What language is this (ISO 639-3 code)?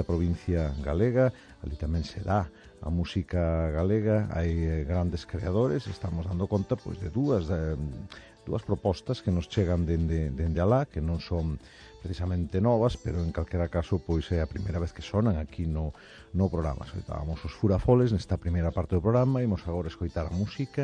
glg